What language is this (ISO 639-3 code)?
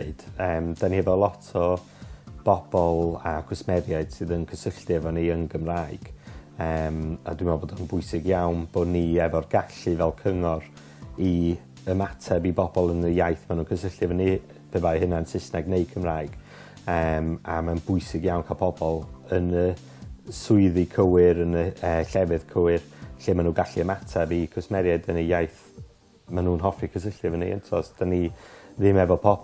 cym